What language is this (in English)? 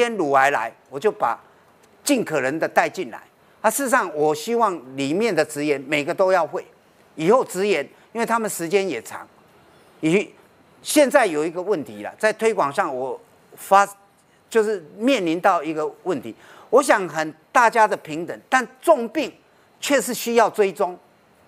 Chinese